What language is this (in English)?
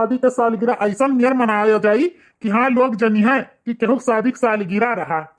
Awadhi